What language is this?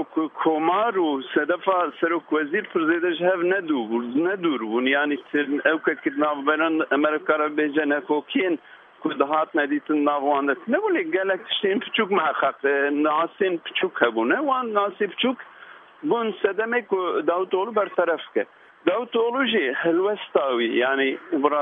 Kurdish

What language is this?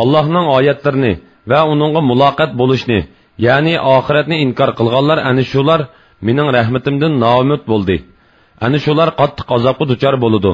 Uyghur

